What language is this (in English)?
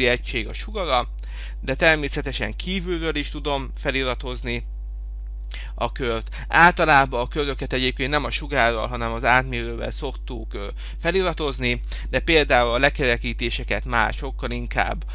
Hungarian